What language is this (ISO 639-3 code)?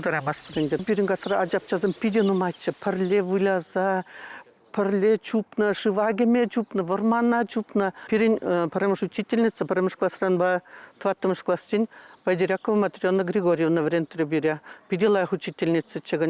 chv